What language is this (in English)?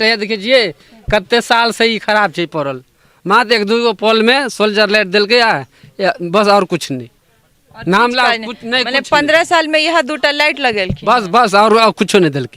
Maithili